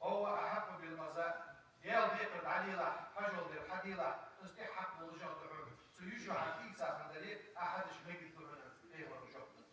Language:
Ingush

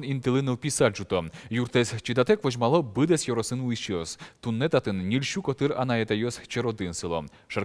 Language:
Udmurt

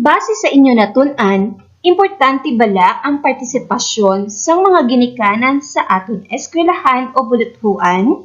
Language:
Hiligaynon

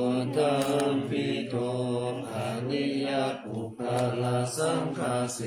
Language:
Pali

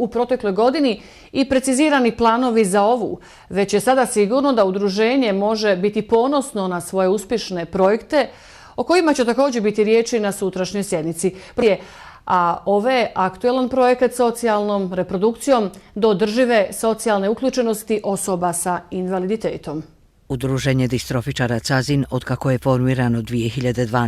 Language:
Bosnian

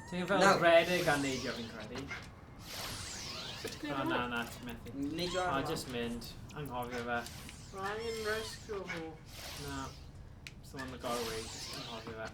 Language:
Welsh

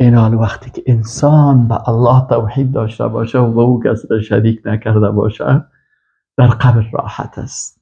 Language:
Persian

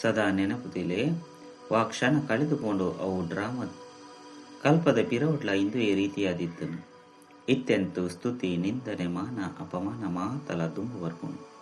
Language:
Tulu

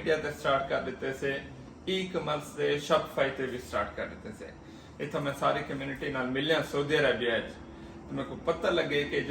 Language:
Saraiki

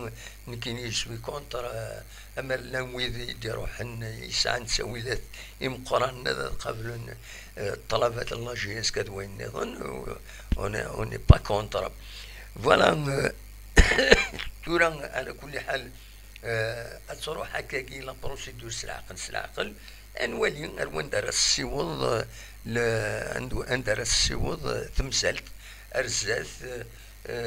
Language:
Kabyle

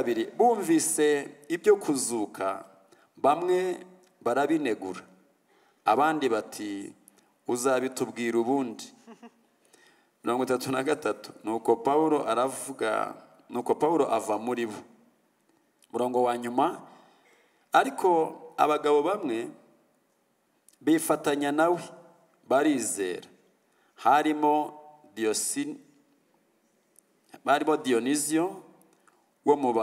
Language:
Kinyarwanda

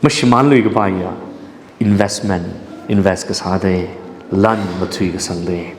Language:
Tangkhul Naga (India)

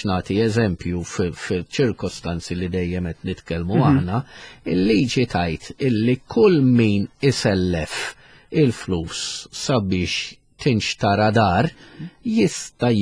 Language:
Maltese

